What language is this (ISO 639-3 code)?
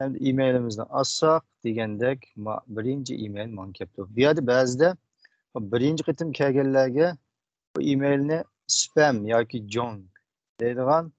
uig